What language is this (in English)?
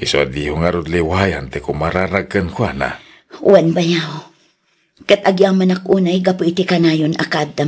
Iloko